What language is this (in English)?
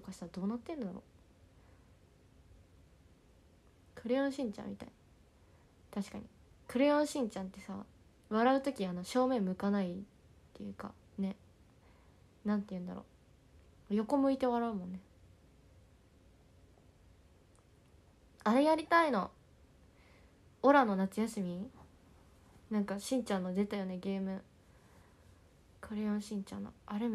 Japanese